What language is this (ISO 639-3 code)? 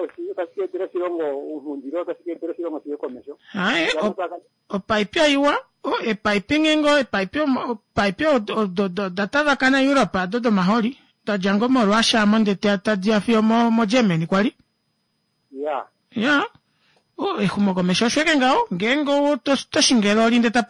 kua